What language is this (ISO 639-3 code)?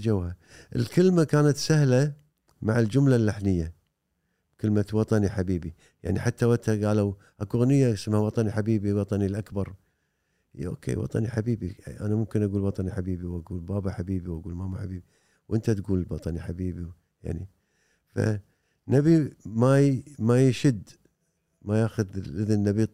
afb